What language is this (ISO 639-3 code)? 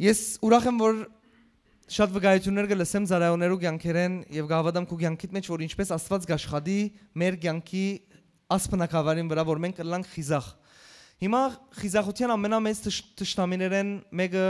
hyw